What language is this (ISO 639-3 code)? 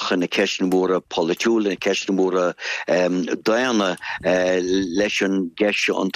gle